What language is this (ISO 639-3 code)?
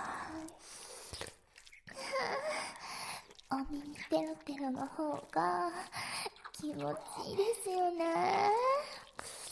jpn